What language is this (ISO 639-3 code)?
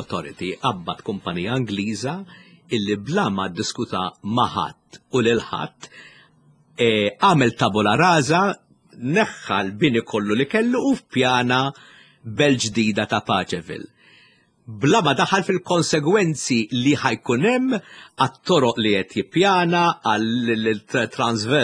mlt